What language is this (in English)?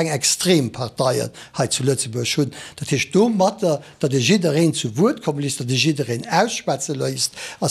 Luxembourgish